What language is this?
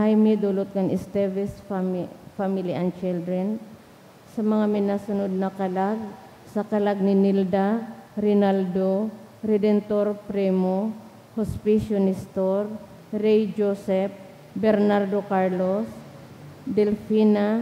Bikol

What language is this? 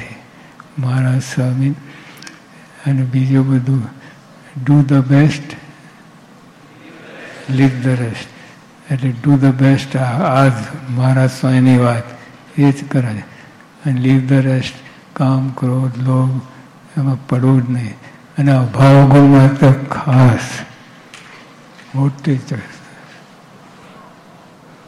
Gujarati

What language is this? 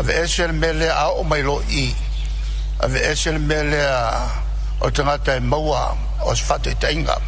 Samoan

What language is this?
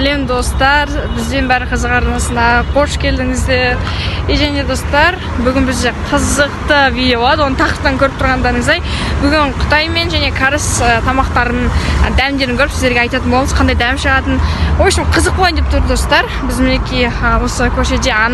Kazakh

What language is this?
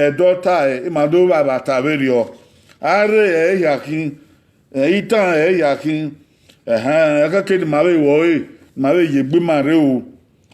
Bini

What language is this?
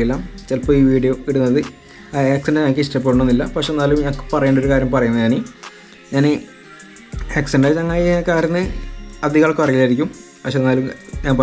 Malayalam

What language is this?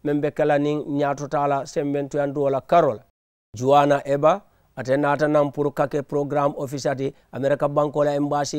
Mandingo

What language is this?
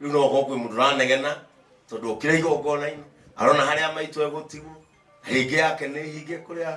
Kikuyu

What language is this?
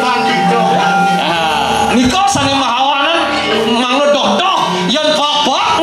Balinese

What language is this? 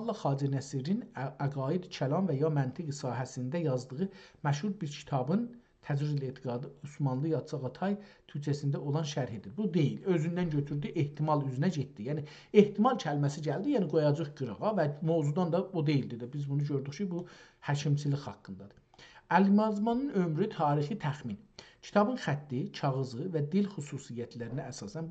South Azerbaijani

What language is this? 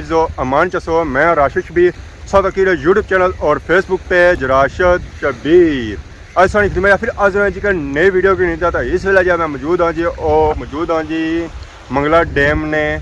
Pahari-Potwari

